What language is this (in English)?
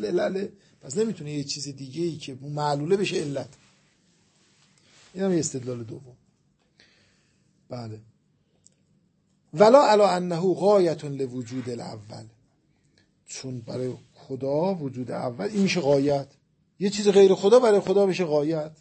Persian